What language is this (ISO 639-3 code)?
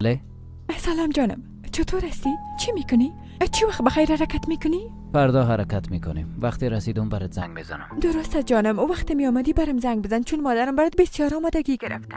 fas